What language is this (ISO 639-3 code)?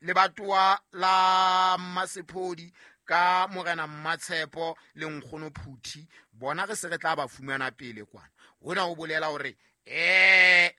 sot